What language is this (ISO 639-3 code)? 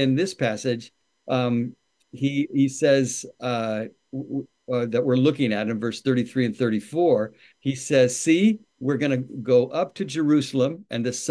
eng